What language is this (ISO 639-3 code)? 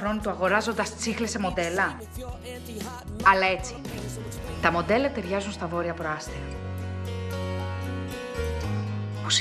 ell